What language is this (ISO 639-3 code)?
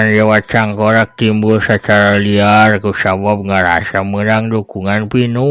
sun